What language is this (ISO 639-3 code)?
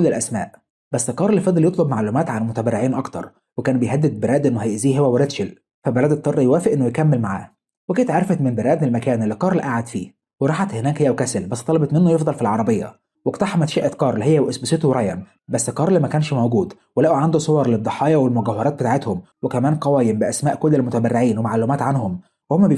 arz